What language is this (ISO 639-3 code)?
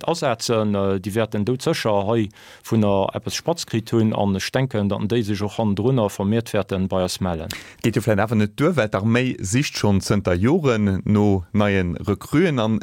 ltz